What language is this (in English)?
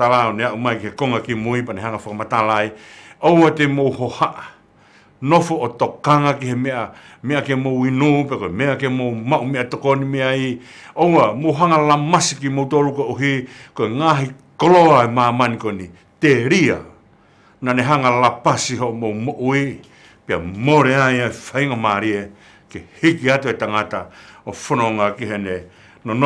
Tongan